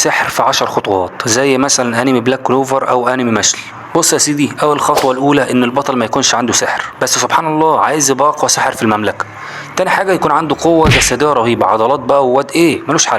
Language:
Egyptian Arabic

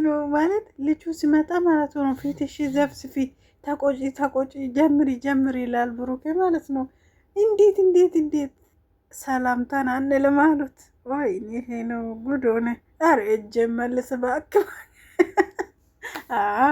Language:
Amharic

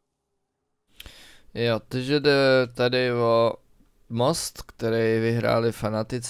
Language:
Czech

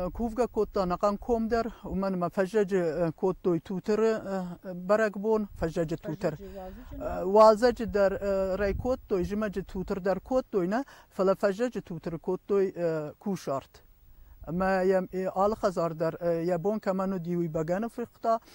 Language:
Ossetic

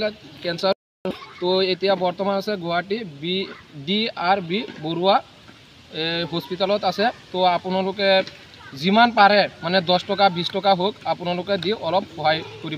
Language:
Assamese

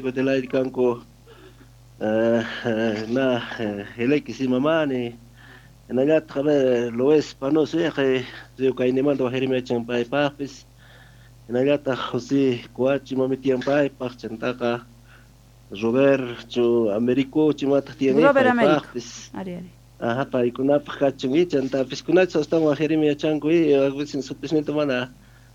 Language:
South Bolivian Quechua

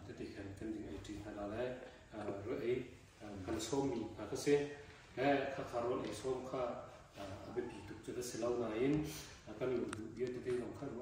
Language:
Hakha Chin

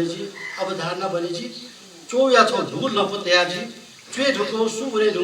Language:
Newari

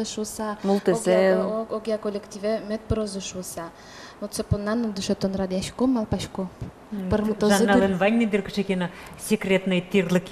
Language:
Udmurt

